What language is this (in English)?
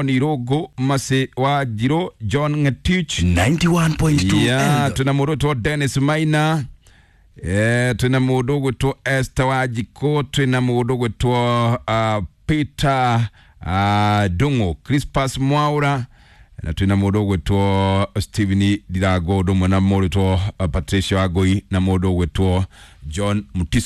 Kikuyu